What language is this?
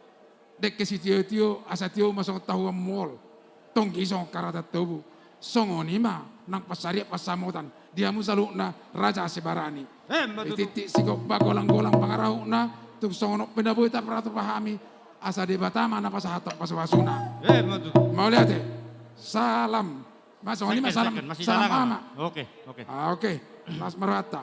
Batak Toba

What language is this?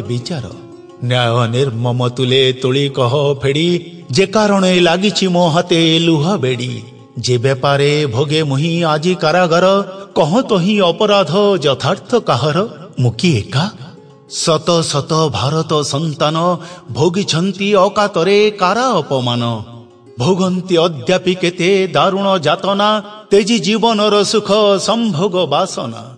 Odia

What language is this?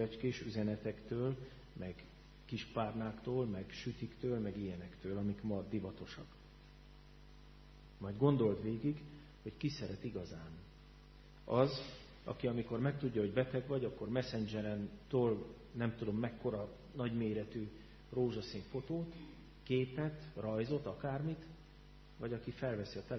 Hungarian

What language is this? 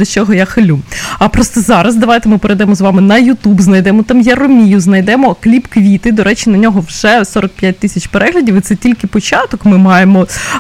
Ukrainian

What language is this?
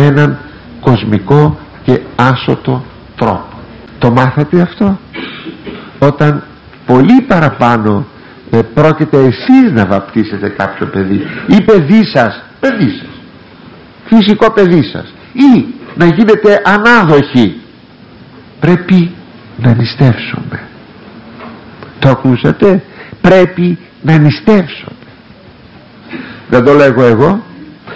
Greek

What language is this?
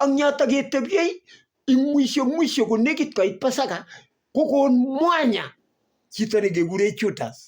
Kalenjin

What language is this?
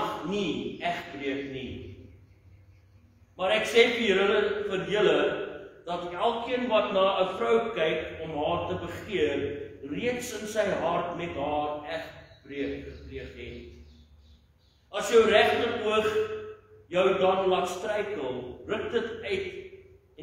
Afrikaans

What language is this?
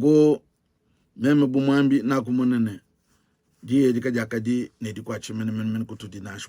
Luba-Lulua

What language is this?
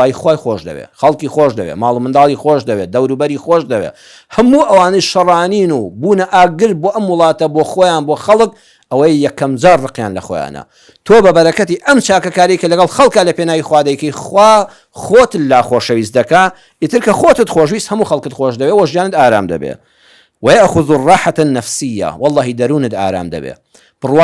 Central Kurdish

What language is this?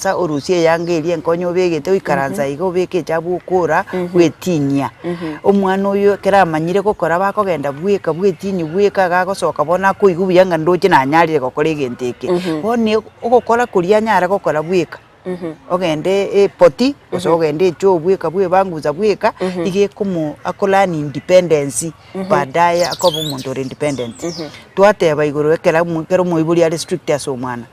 Gusii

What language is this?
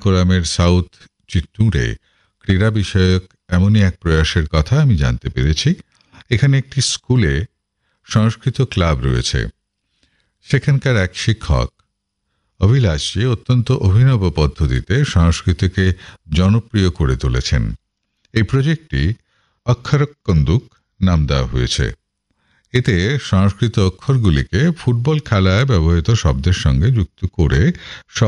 Bangla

